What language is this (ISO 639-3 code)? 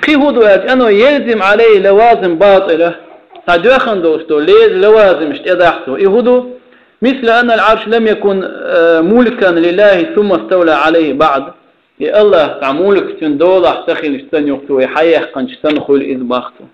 che